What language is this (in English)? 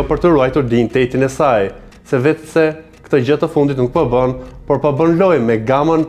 Albanian